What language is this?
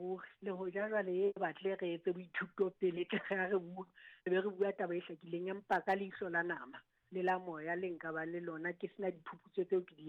Southern Sotho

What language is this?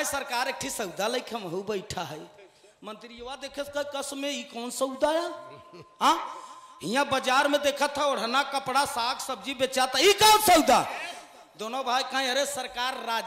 Bhojpuri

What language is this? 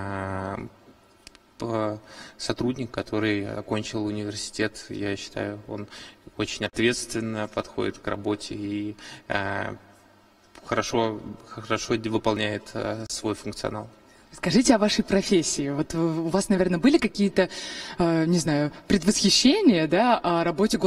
Russian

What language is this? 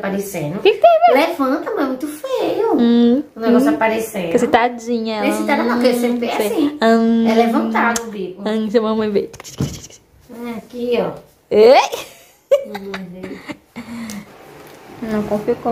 Portuguese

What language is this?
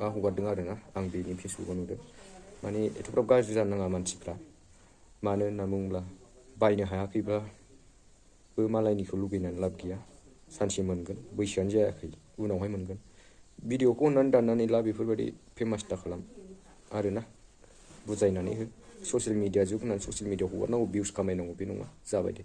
Bodo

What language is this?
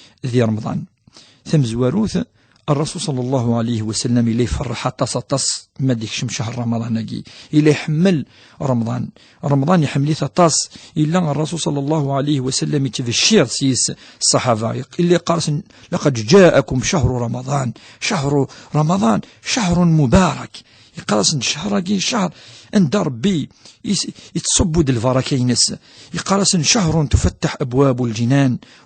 Kabyle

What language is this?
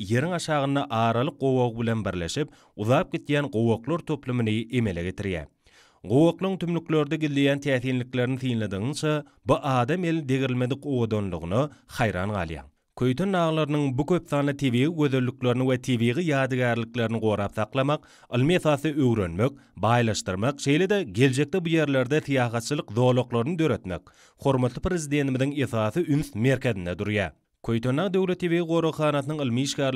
Turkmen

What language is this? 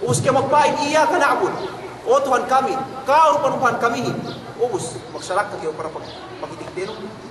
Yakan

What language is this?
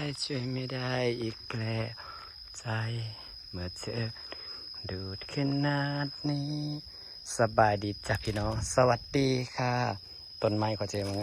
Lao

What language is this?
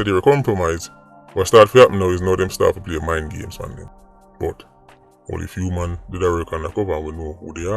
Jamaican Creole English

